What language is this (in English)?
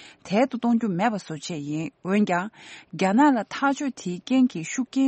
Tibetan